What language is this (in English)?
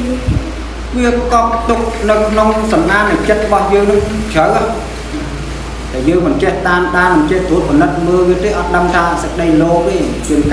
Khmer